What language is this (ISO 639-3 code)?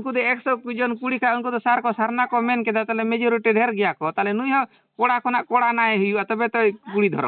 sat